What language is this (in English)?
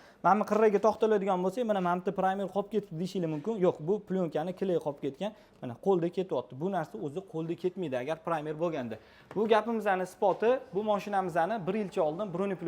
Uzbek